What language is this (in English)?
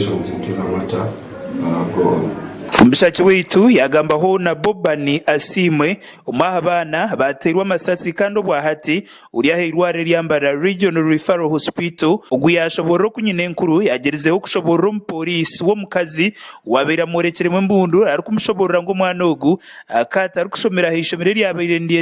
Nyankole